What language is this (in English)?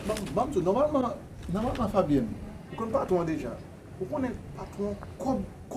Haitian Creole